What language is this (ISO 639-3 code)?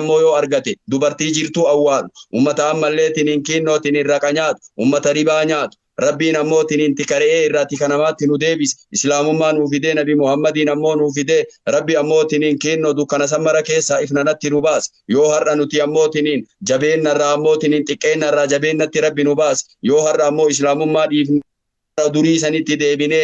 orm